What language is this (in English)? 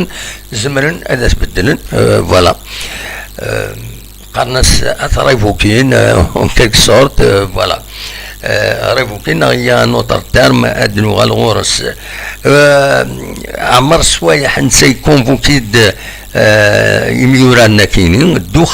Kabyle